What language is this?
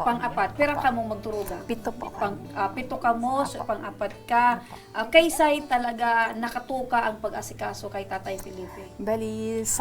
Bikol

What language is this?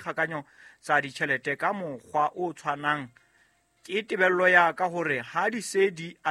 Southern Sotho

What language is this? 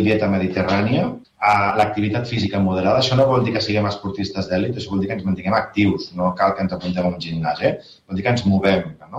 Catalan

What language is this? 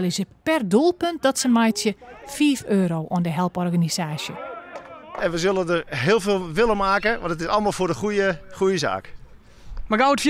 Western Frisian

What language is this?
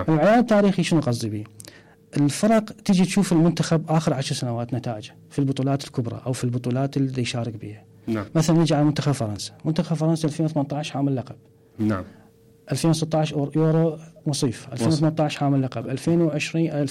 Mesopotamian Arabic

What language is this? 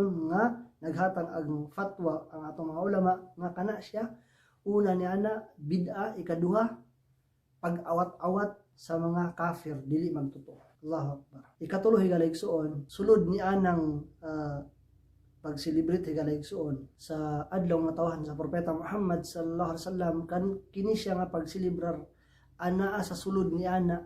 Cebuano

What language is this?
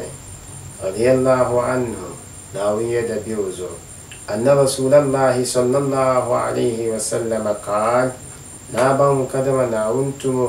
Dagbani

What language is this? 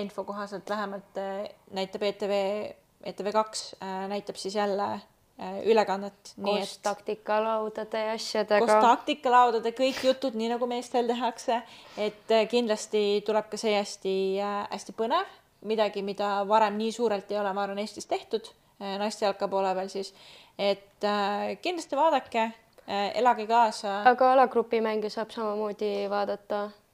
Estonian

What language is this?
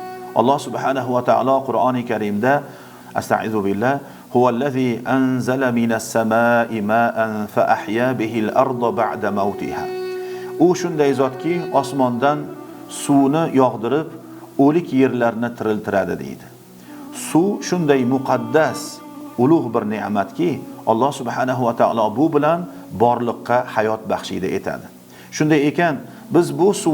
Uzbek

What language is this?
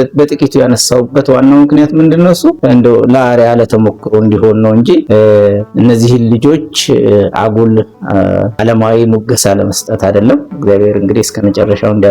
Amharic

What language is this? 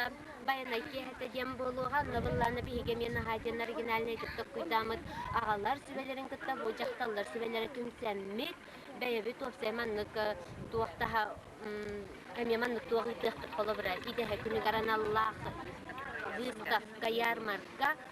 Yakut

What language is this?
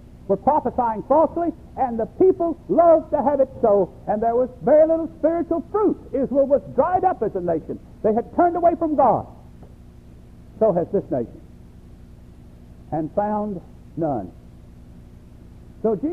English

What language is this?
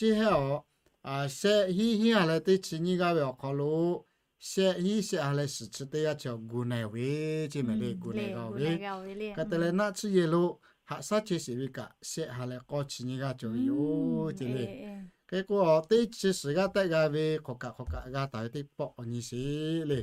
Lahu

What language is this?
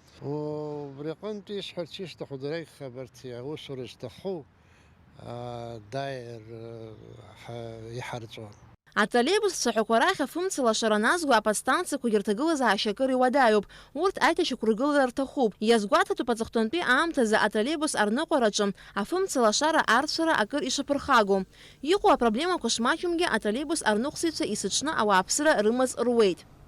Abkhazian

